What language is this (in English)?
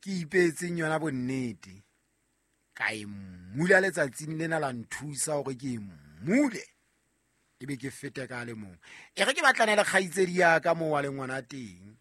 Southern Sotho